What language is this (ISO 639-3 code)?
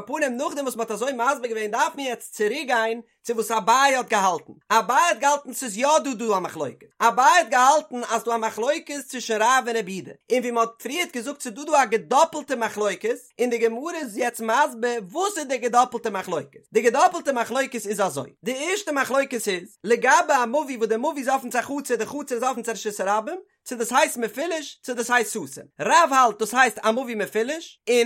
yid